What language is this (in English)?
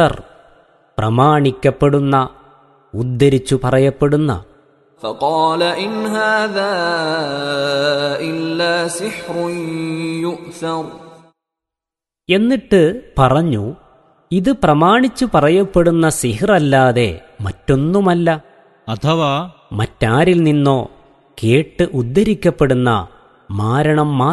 Malayalam